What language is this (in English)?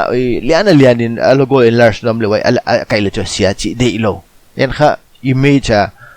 Paite Chin